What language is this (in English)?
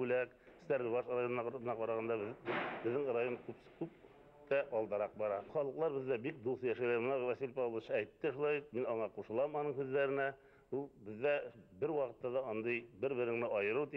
Bashkir